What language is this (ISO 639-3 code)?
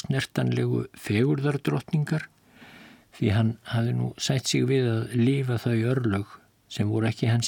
isl